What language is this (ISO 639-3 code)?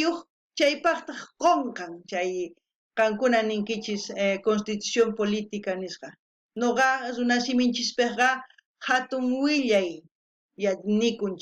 quh